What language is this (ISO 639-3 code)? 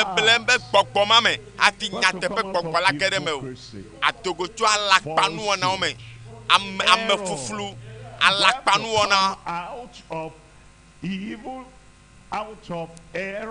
ewe